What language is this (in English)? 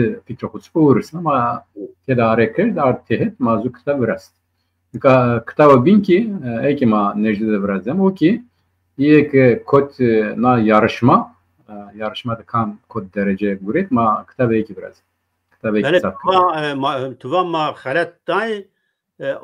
Zaza